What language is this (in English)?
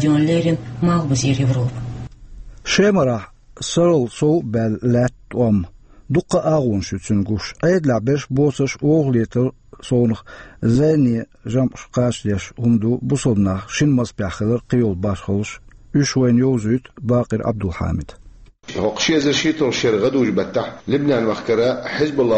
Chechen